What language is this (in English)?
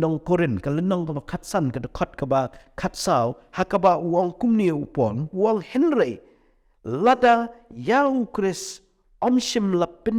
Khasi